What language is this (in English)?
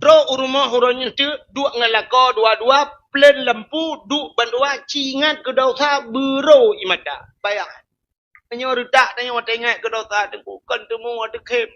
Achinese